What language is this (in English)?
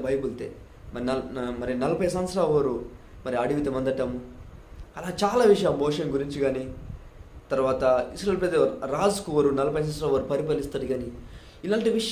Koya